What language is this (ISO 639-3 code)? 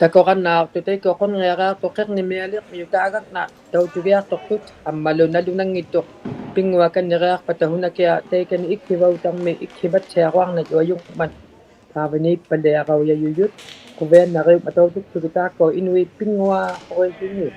iku